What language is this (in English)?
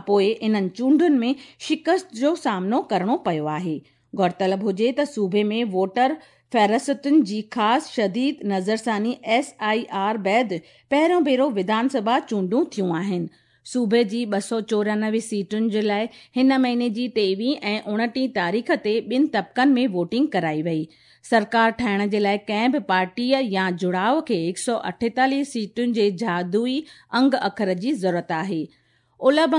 Sindhi